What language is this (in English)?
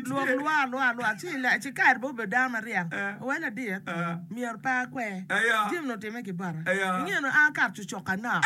Acoli